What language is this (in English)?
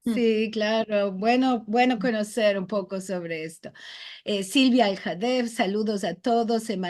Ladino